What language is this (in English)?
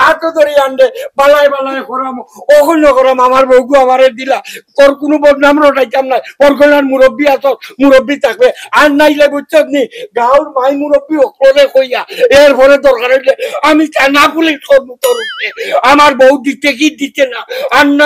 Sylheti